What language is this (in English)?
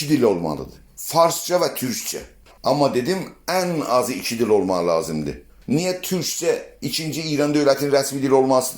South Azerbaijani